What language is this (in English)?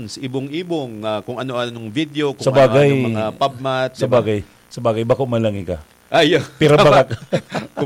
Bikol